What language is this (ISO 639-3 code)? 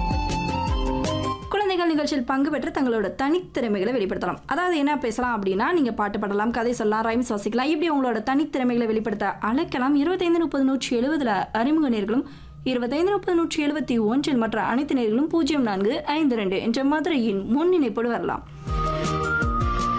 tam